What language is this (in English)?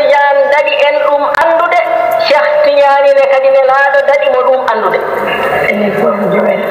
Fula